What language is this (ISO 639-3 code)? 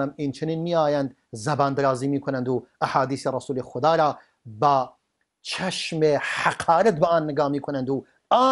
fas